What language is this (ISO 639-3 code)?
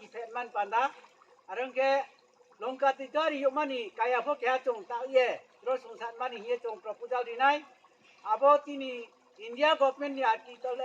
ria